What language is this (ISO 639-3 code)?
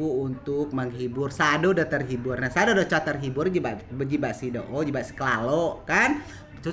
rej